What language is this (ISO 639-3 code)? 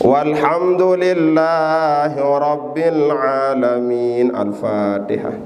sas